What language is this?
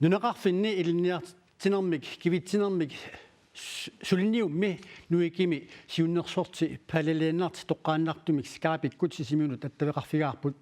Kalaallisut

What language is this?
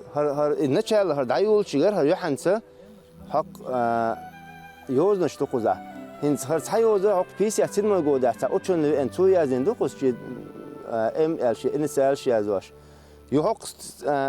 Chechen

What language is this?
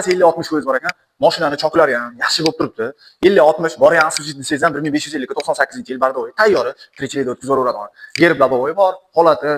Uzbek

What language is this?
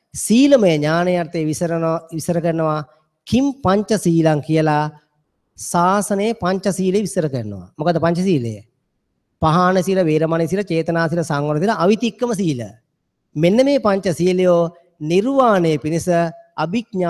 Sinhala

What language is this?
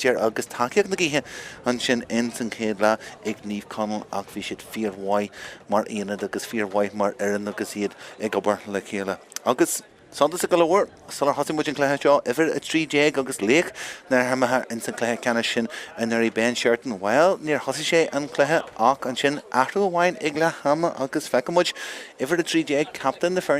Irish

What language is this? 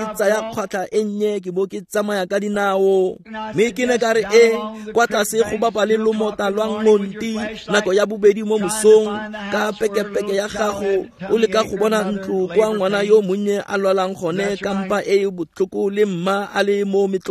Tswana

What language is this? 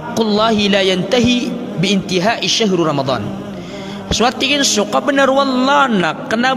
Maranao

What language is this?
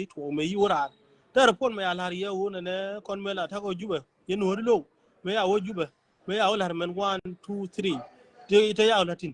Nuer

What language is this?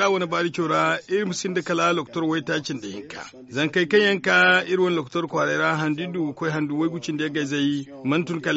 Zarma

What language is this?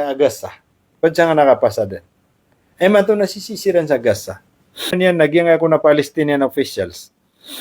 Maranao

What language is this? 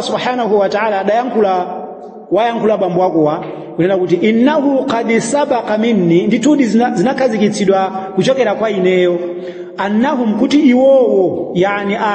Nyanja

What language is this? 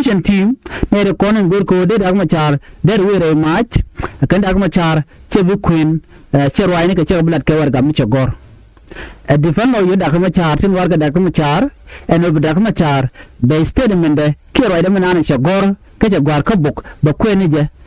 Nuer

